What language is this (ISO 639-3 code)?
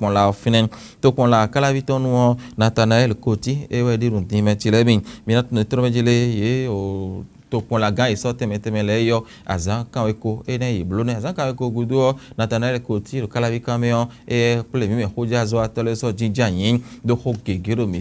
fon